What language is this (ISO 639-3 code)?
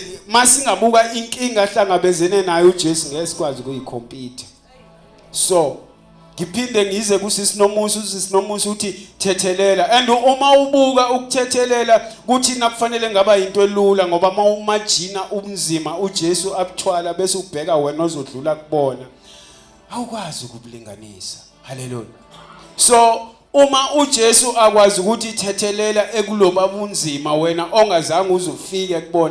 zul